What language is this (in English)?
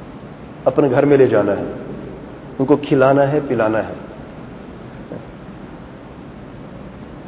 Urdu